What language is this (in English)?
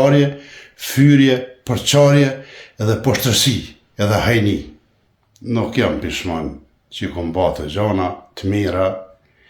Albanian